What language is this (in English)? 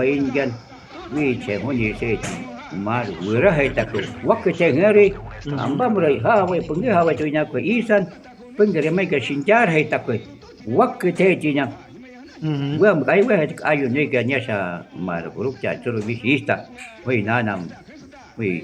Shuar